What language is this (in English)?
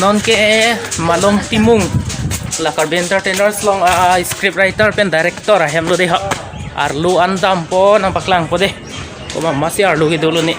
Karbi